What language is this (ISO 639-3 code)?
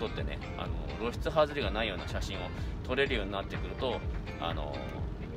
jpn